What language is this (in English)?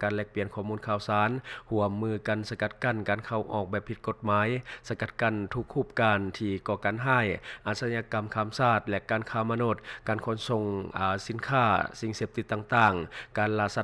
Lao